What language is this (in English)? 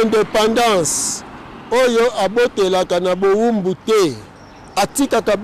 Lingala